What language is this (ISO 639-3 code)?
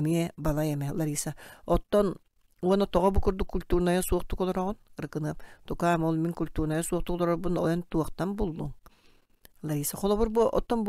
sah